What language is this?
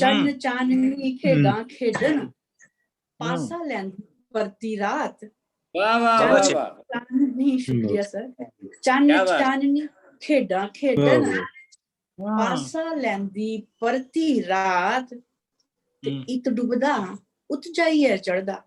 Dogri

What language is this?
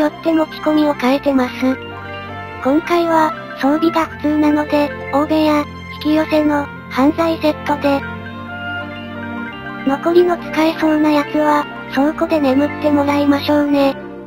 Japanese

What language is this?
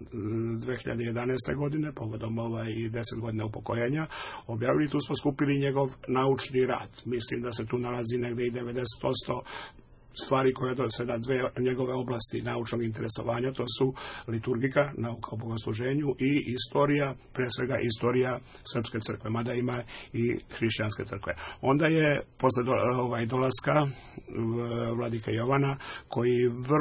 Serbian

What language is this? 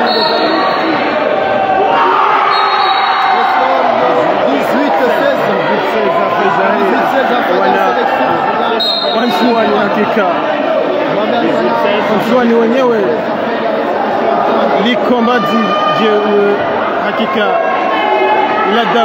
Swahili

